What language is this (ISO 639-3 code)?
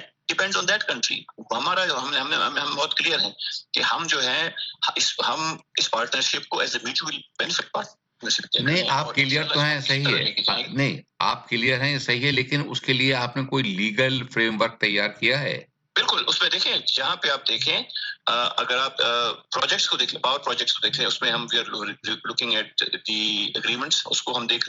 urd